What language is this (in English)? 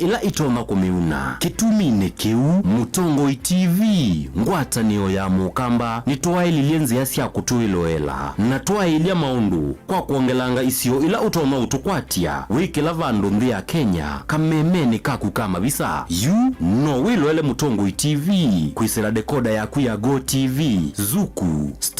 Kamba